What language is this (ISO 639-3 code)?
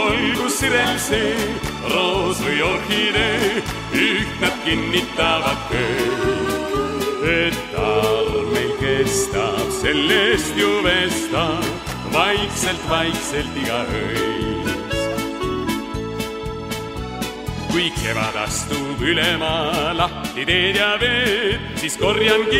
est